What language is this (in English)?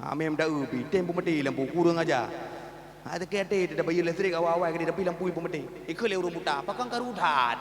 Achinese